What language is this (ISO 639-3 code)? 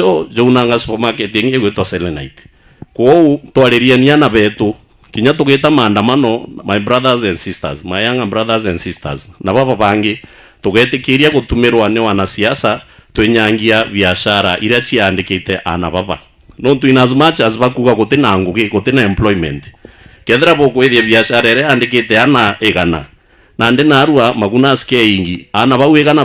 mer